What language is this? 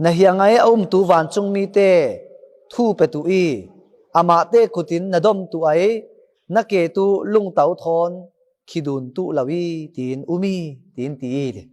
Falam Chin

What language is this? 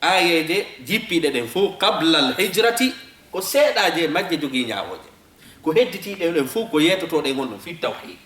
Fula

